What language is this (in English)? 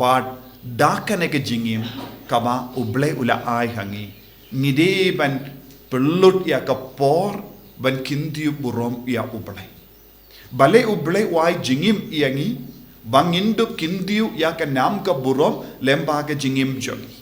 Khasi